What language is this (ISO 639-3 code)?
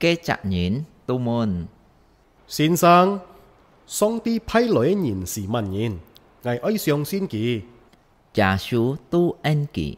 hak